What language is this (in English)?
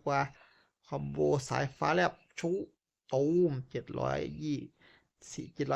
Northeastern Thai